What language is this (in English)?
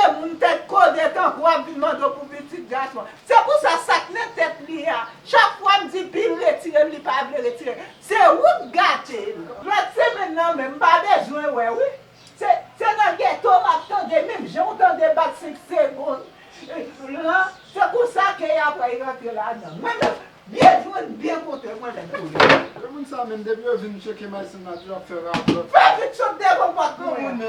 Haitian Creole